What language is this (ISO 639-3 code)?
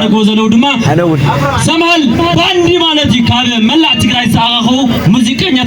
tir